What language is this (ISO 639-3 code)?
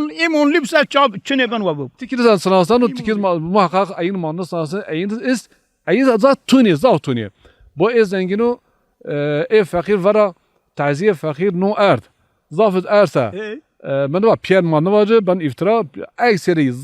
zza